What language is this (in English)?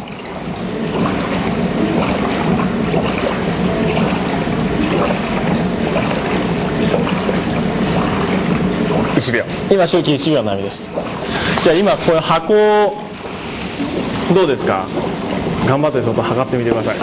Japanese